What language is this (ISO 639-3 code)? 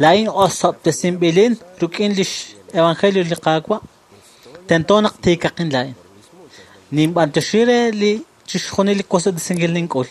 kek